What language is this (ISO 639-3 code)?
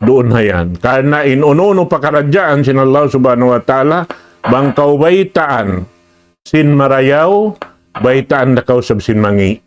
tsg